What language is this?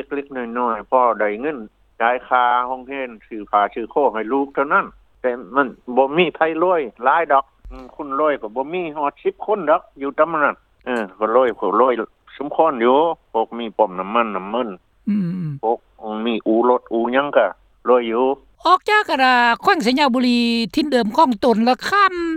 Lao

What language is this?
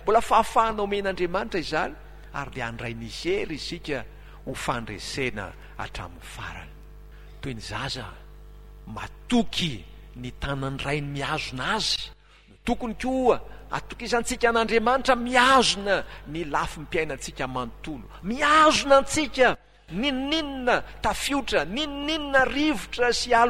Malagasy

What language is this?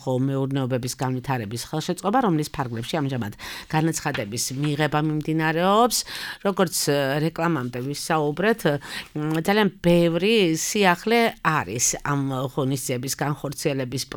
Georgian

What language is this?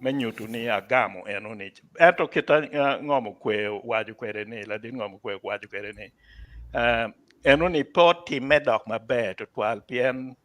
Acoli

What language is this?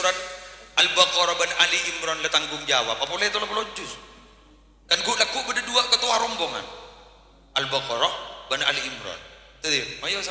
Madurese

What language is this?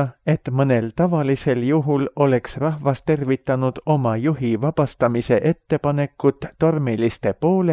Estonian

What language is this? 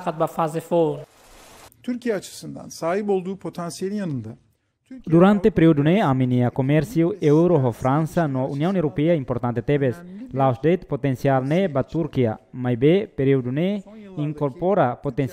Tetum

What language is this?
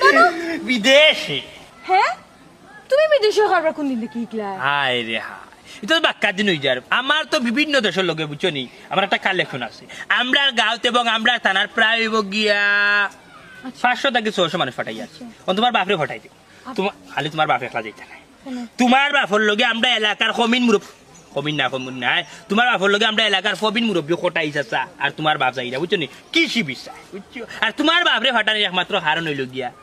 Sylheti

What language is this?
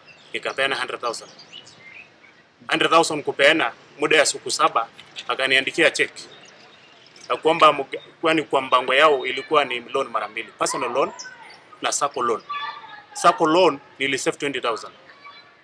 Swahili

